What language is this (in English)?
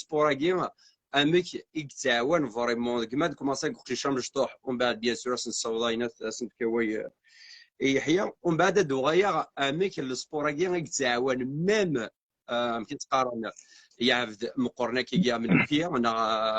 Kabyle